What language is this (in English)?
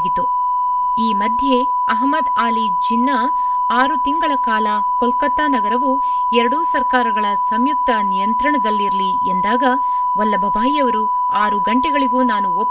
Kannada